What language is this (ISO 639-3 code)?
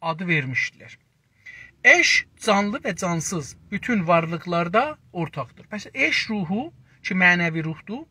azb